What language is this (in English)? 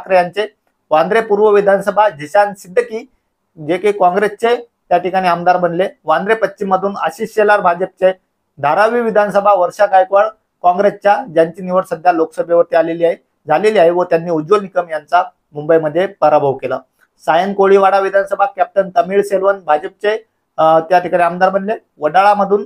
Marathi